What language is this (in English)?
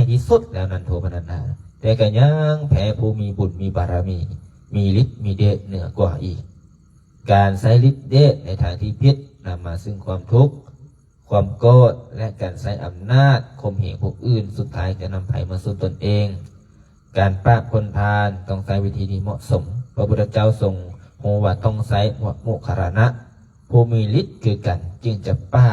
Lao